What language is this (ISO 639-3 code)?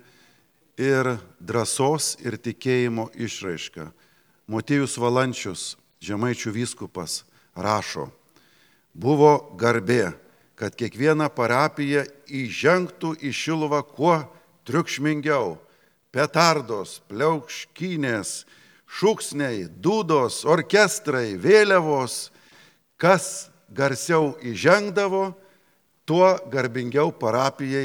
lit